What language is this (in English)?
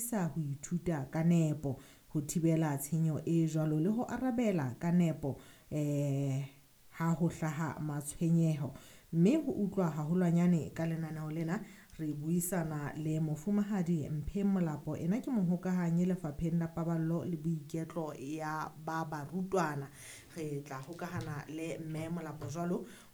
Southern Sotho